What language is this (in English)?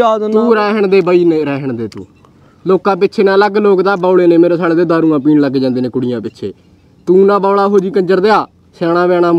Punjabi